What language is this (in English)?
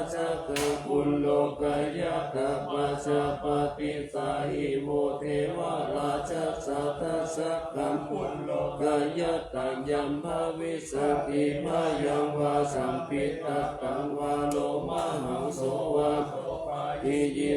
Pali